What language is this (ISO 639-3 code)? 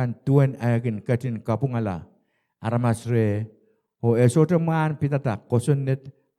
pon